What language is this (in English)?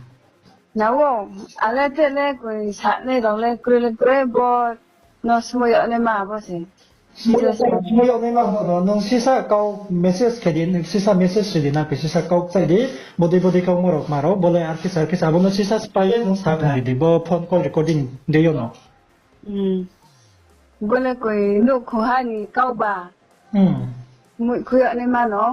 Riang (India)